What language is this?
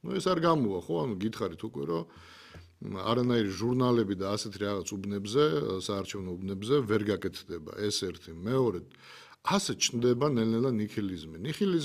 Georgian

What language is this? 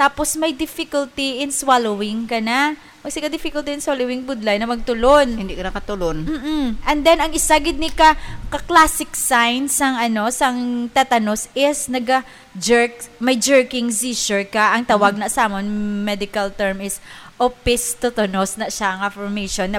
Hiligaynon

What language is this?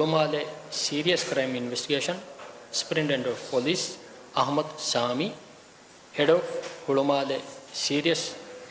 Divehi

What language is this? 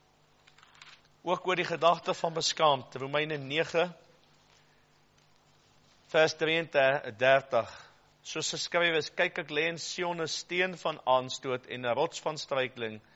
Afrikaans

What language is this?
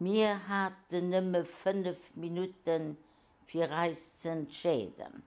Luxembourgish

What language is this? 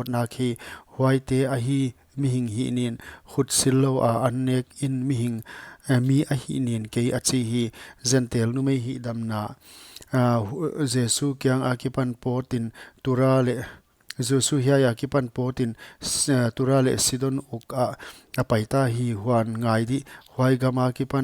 Paite Chin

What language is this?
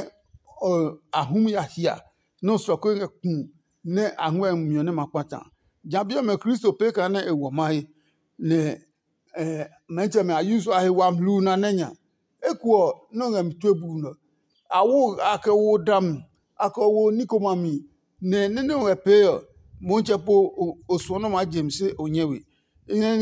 Adangme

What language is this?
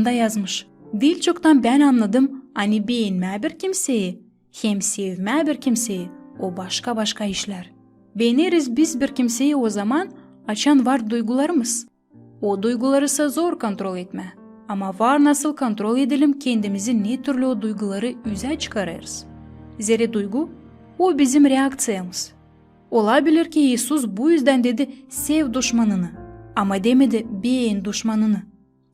Gagauz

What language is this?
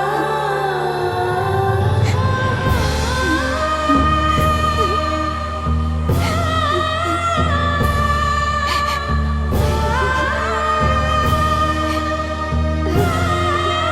Divehi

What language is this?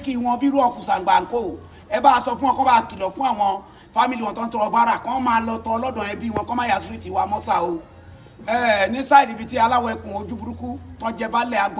Yoruba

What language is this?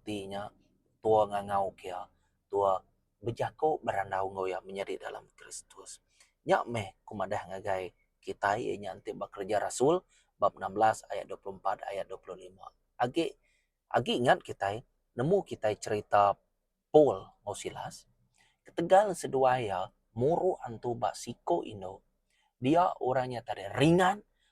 Iban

